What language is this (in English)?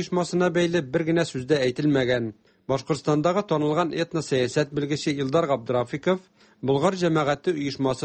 Tatar